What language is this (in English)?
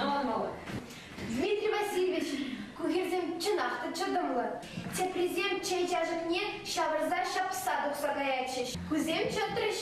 Chuvash